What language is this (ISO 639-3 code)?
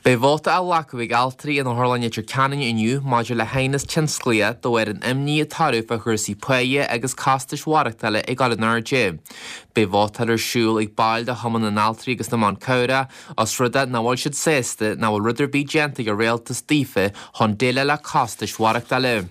gle